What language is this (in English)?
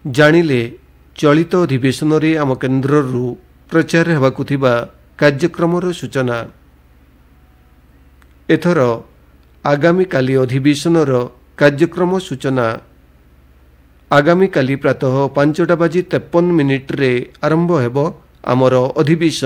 Odia